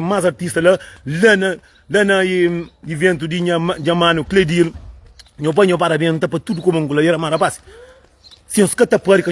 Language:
Kabuverdianu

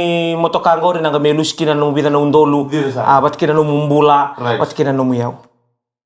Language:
Fijian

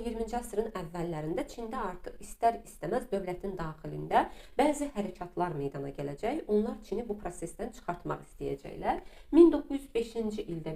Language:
Azerbaijani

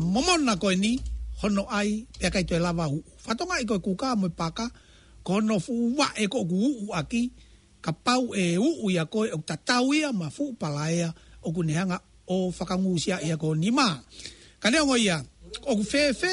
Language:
Tongan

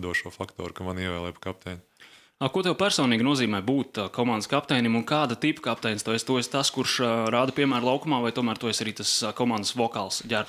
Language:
Latvian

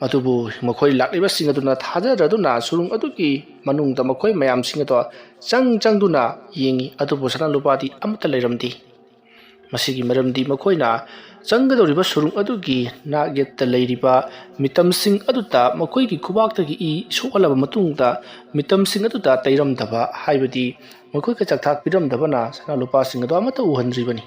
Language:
Manipuri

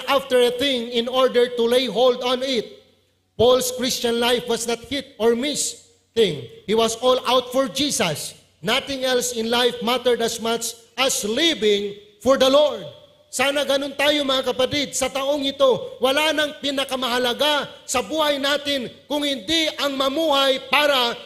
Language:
Iloko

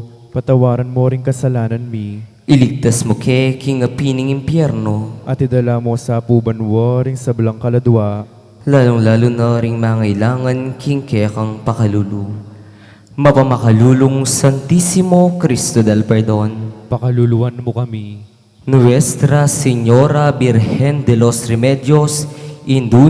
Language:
Pampanga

